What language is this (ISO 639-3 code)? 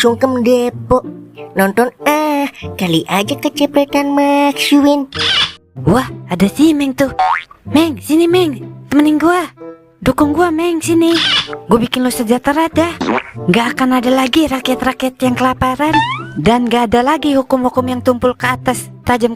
bew